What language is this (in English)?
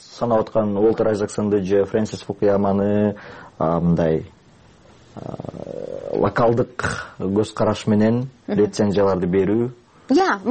Kyrgyz